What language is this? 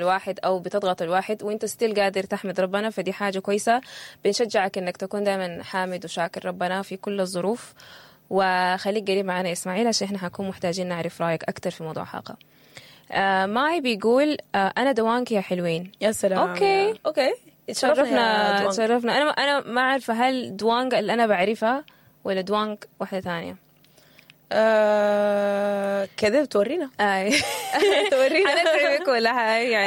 Sudanese Arabic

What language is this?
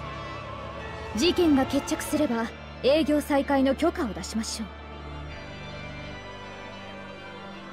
Japanese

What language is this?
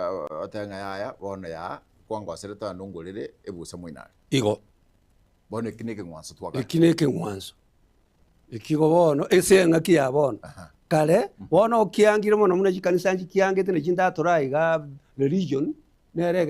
Gusii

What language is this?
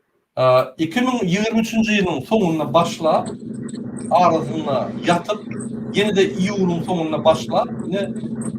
Turkmen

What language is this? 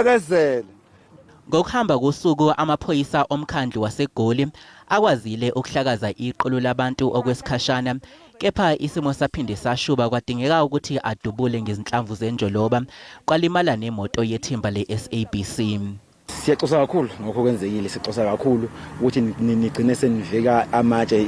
Zulu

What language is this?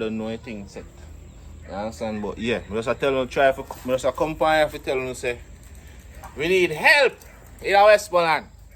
Jamaican Creole English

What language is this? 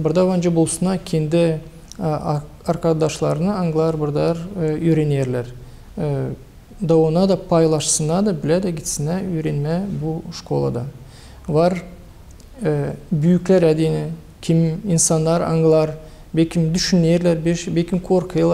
Gagauz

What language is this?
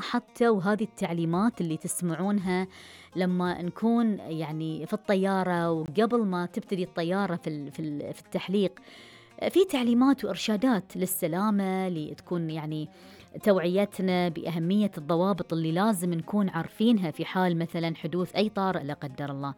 Gulf Arabic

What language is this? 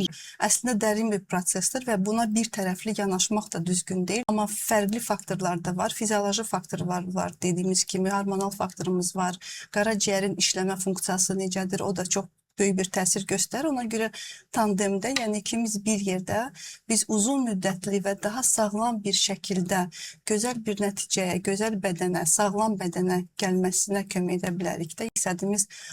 Azerbaijani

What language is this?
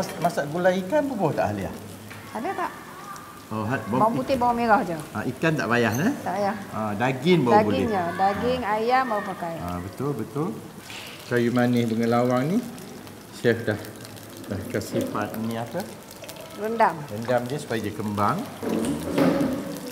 Malay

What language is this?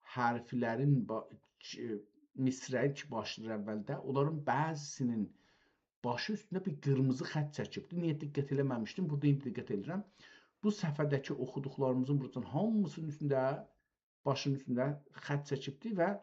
South Azerbaijani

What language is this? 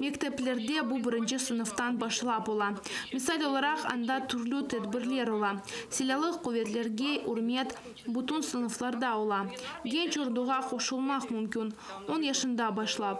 Crimean Tatar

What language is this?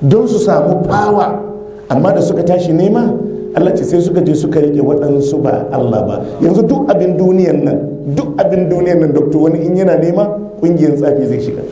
Hausa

